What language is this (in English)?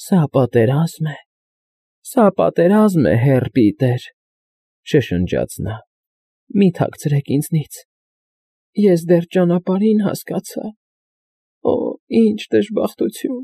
Armenian